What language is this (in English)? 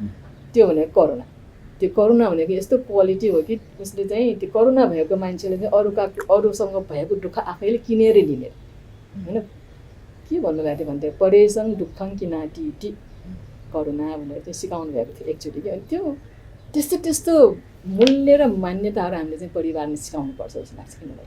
Nepali